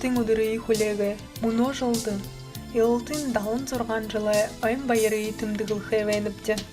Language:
Buriat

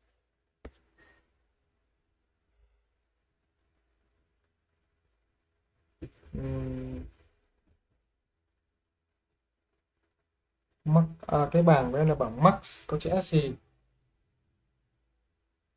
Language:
Vietnamese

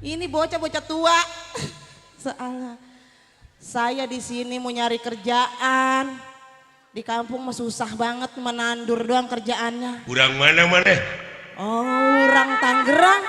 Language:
Betawi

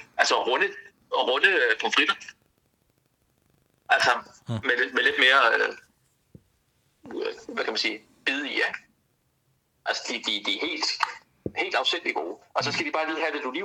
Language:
Danish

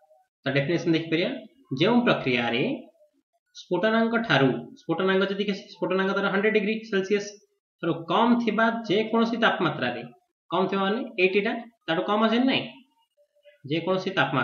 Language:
Odia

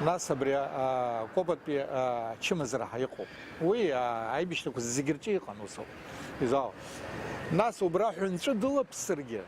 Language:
Abkhazian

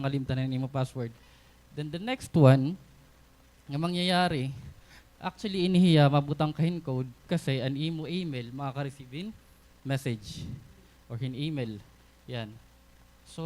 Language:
Waray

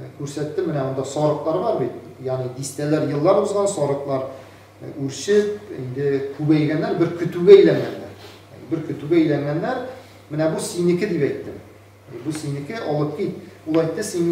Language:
Tatar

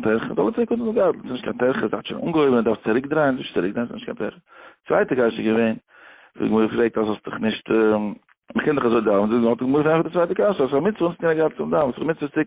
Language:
Yiddish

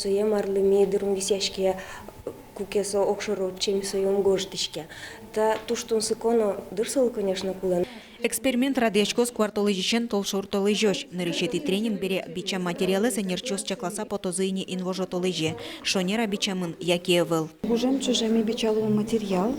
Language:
Udmurt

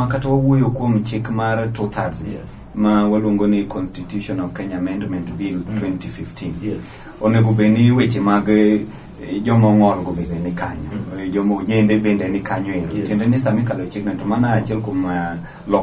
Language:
Luo (Kenya and Tanzania)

